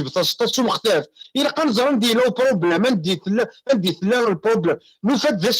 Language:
Kabyle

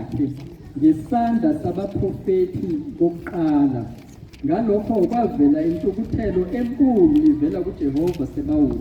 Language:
Zulu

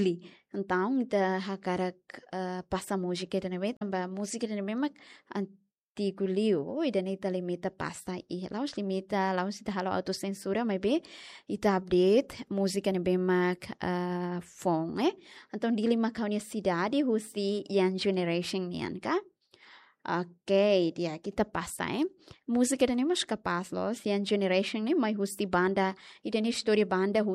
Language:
Tetum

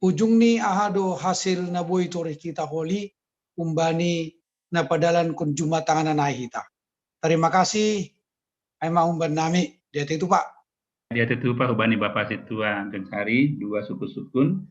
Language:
Batak Simalungun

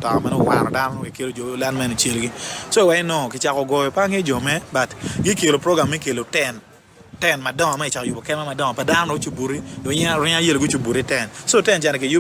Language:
Acoli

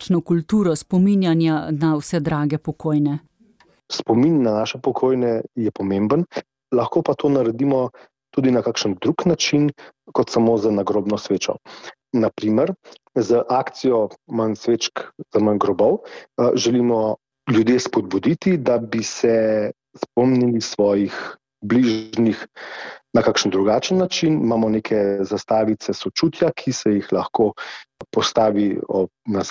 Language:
Slovenian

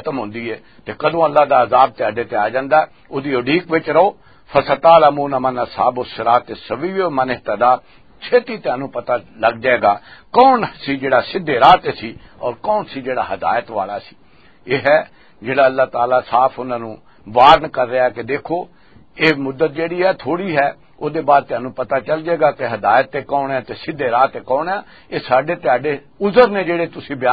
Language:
Western Panjabi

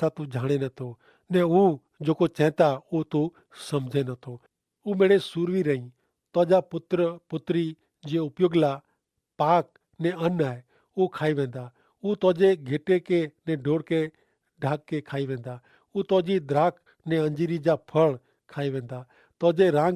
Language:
Kachhi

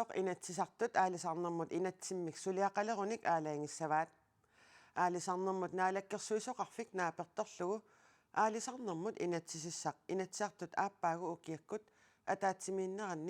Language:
Kalaallisut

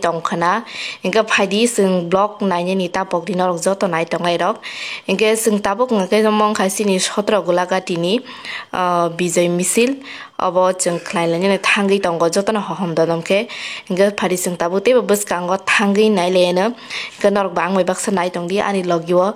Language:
Kok Borok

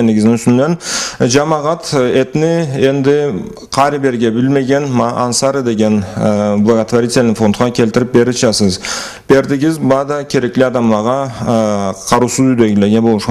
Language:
Karachay-Balkar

